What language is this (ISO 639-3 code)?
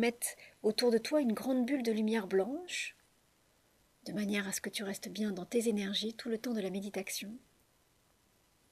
fra